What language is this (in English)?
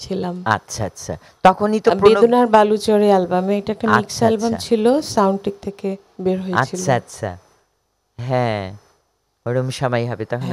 Bangla